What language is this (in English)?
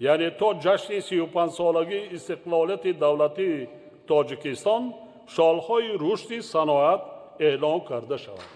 Tajik